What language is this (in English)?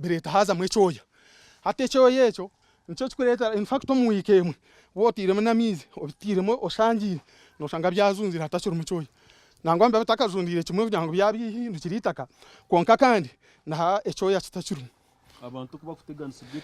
Nyankole